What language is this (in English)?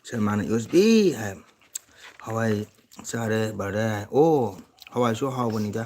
Manipuri